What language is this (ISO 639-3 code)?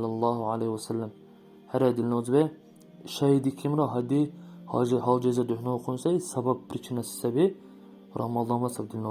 dar